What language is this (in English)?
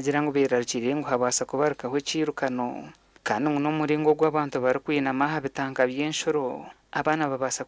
Nyankole